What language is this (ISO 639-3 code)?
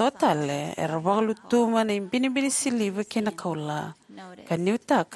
fij